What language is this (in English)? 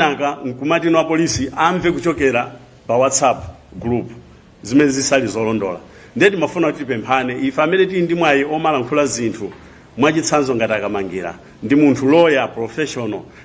Nyanja